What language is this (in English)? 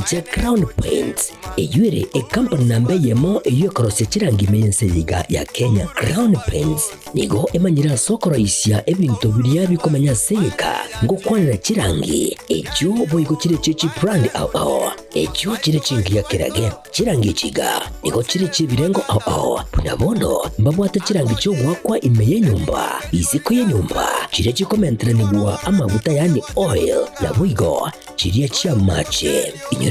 Gusii